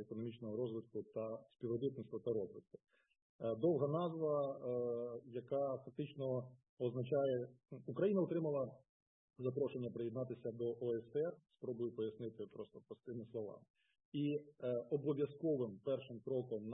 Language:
Ukrainian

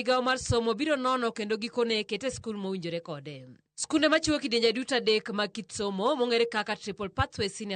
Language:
Luo (Kenya and Tanzania)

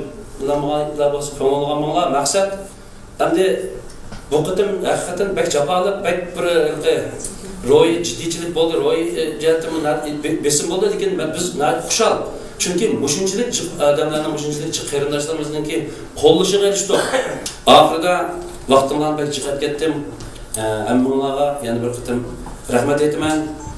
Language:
Uyghur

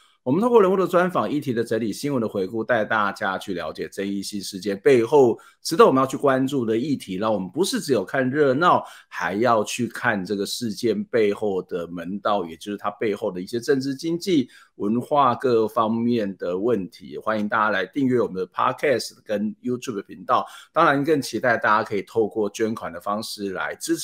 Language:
Chinese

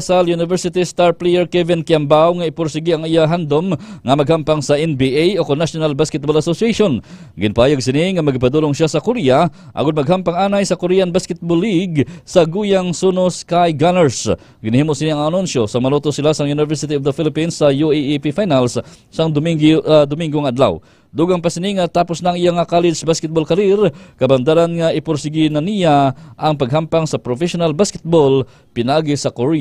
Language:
Hiligaynon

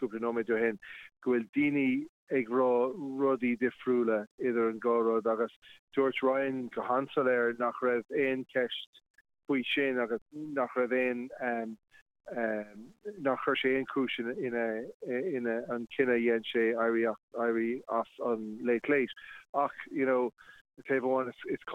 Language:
Irish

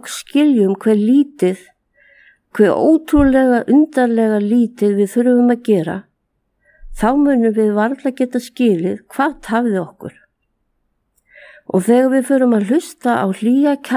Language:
Icelandic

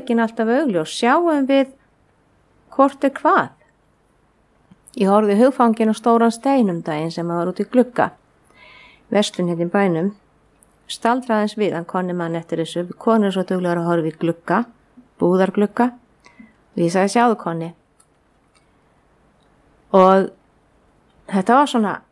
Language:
Icelandic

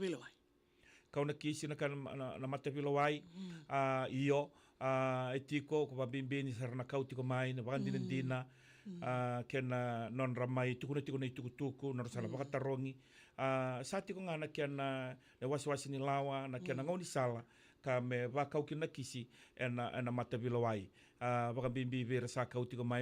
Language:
Fijian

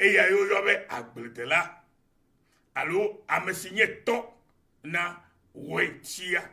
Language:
Ewe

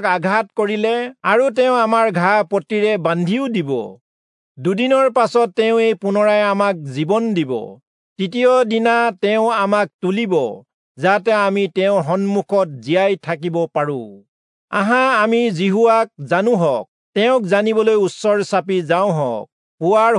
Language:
Assamese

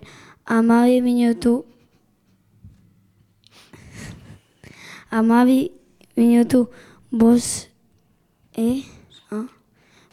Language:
Basque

